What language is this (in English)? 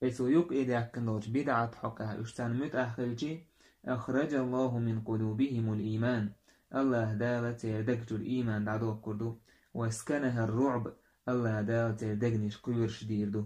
Chechen